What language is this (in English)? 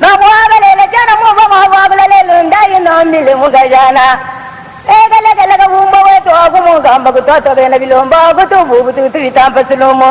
Luba-Lulua